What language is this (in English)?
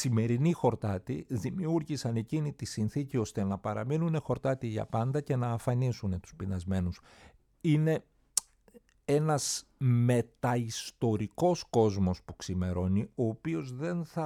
Greek